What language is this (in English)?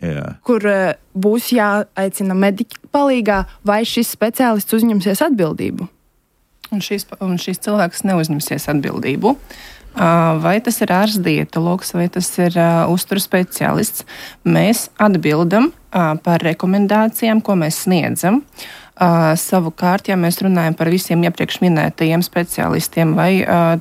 Latvian